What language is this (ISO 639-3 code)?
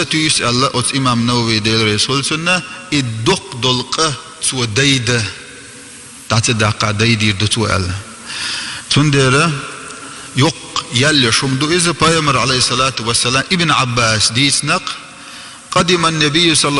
che